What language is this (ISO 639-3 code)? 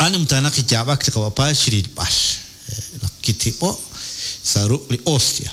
kek